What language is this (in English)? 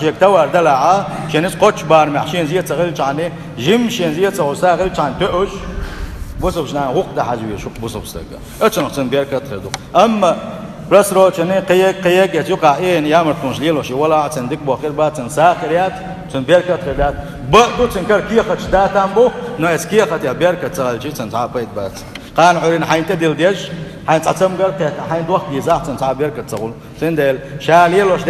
Chechen